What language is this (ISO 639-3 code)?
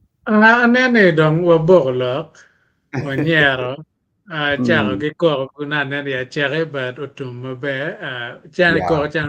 ach